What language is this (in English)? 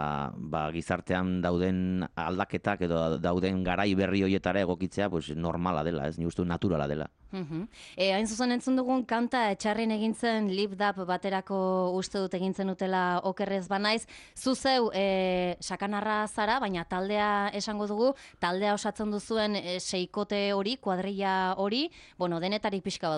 Basque